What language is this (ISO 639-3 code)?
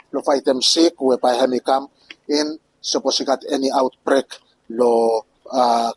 bis